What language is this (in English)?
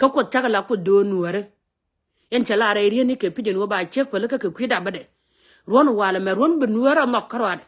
Nuer